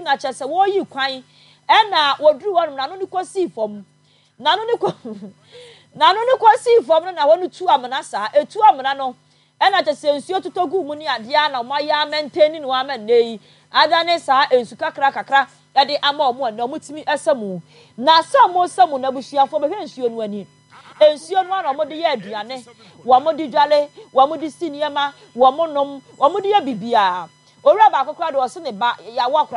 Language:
Akan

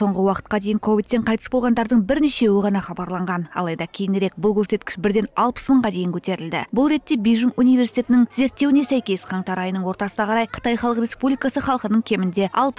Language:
Kazakh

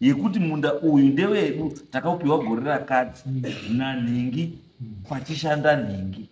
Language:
Shona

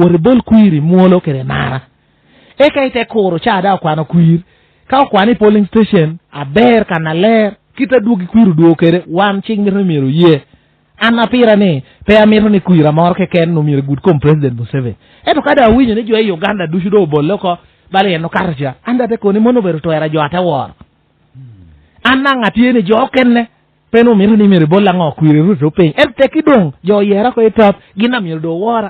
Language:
Lango (Uganda)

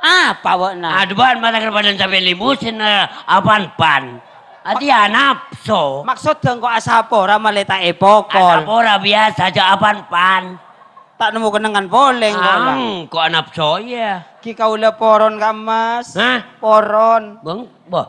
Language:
Madurese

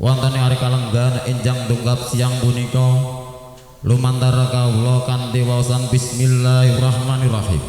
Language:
Javanese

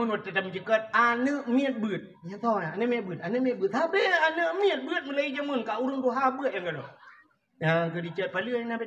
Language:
Achinese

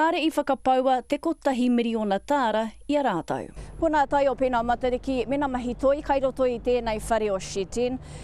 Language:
Māori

